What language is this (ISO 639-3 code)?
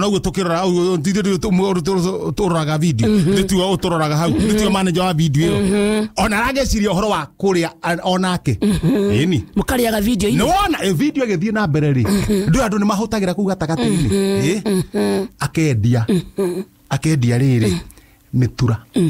kik